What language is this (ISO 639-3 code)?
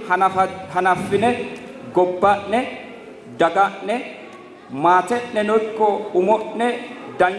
sid